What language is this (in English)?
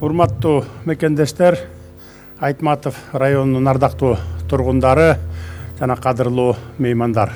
Kyrgyz